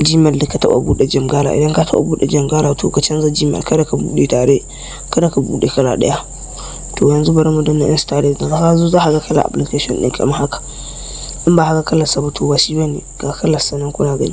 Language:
Hausa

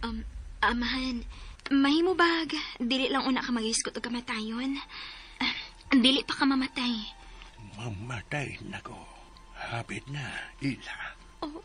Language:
Cebuano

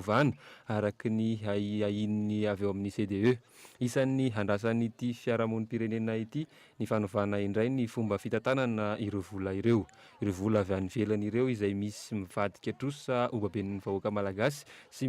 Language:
Malagasy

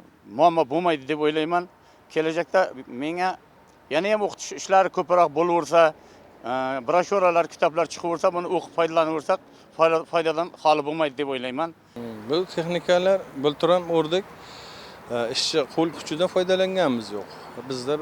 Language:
Uzbek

